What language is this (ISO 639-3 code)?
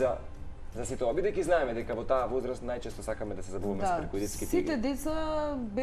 mkd